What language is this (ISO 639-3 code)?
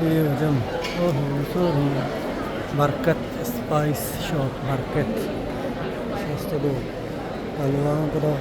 bal